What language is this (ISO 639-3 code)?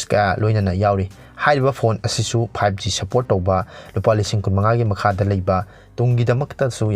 mni